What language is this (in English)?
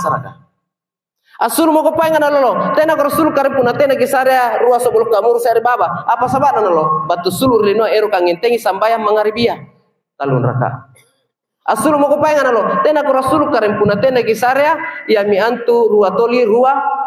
Makasar